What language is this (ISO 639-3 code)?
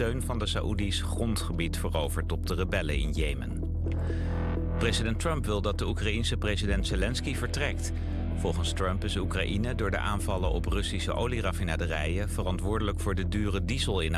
nld